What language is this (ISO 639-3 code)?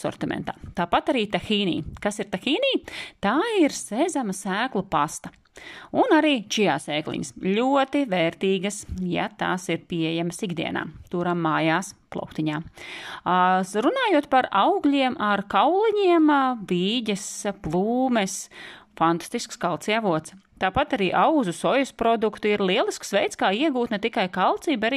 lav